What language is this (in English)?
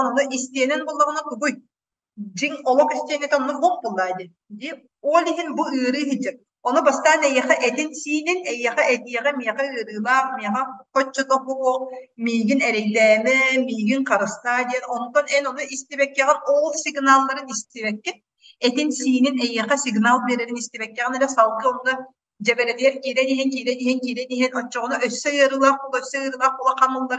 Yakut